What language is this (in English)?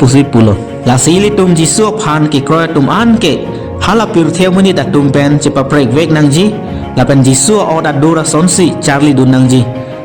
Karbi